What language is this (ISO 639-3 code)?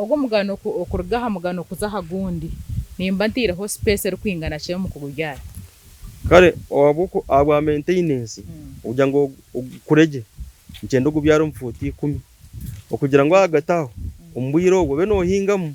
nyn